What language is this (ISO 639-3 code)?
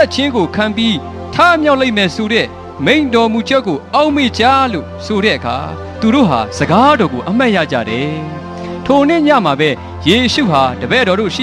mya